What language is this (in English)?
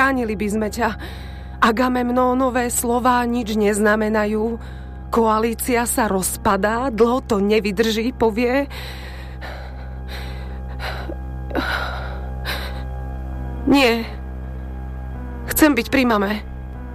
Slovak